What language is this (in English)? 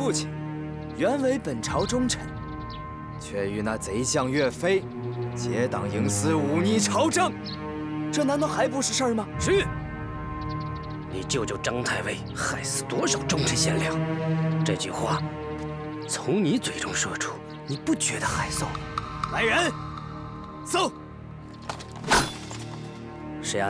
Chinese